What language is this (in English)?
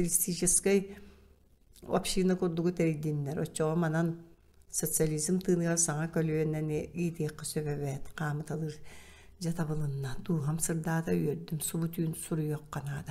Yakut